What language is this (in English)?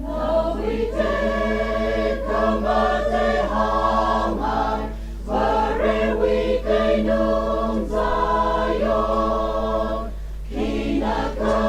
Tangkhul Naga (India)